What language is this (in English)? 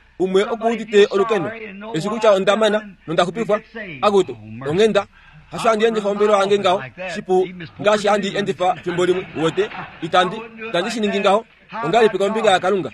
Kuanyama